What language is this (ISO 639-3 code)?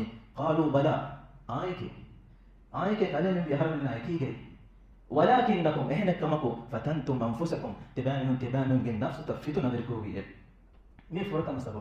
div